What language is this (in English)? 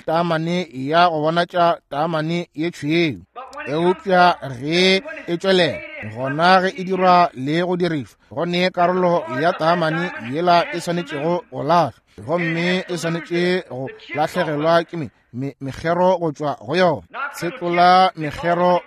Northern Sotho